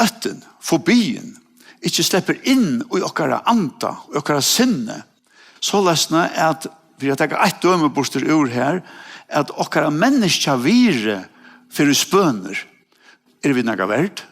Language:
Faroese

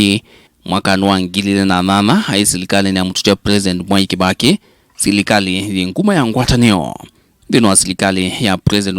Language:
Kamba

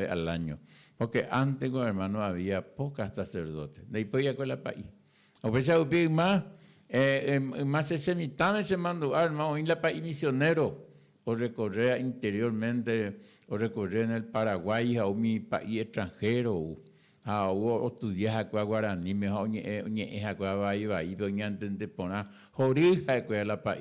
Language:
Guarani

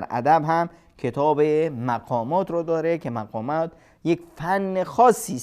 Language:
Persian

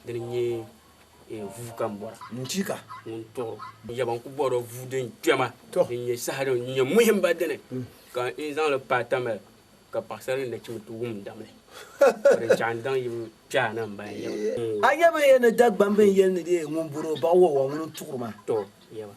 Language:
Dagbani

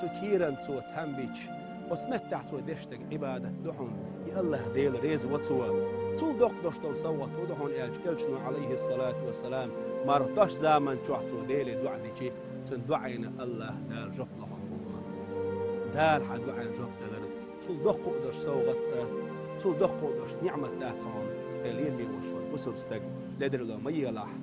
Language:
Chechen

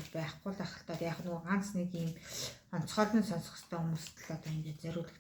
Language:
Mongolian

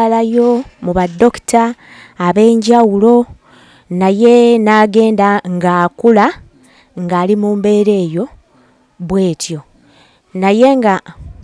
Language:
Ganda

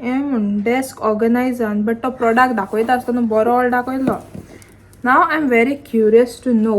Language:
Konkani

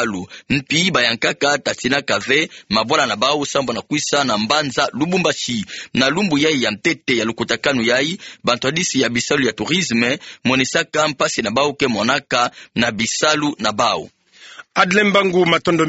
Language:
Kituba (Democratic Republic of Congo)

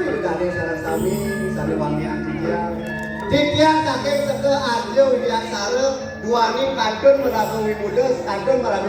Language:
Balinese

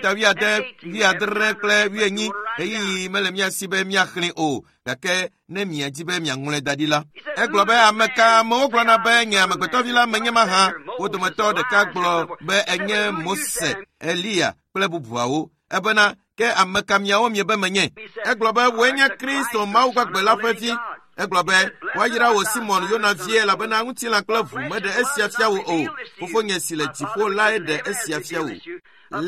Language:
Ewe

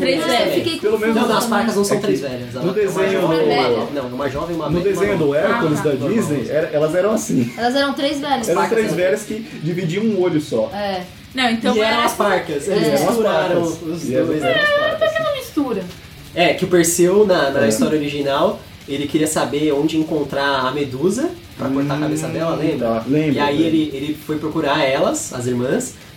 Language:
Portuguese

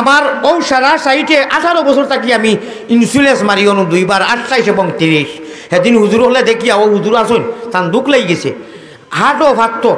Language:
Sylheti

